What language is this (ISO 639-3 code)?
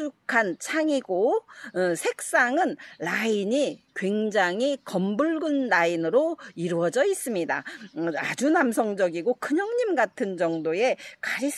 kor